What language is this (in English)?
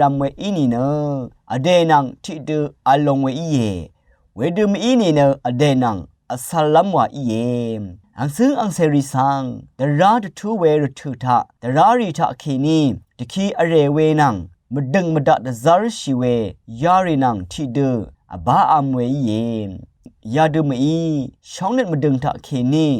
Rawang